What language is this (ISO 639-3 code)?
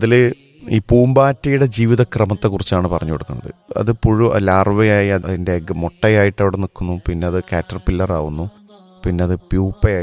mal